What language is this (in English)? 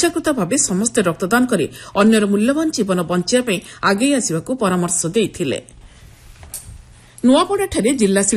Odia